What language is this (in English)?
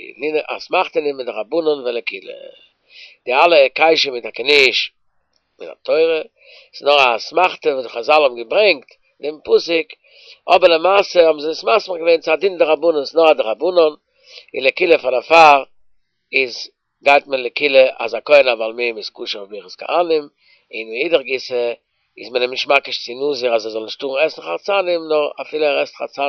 Yiddish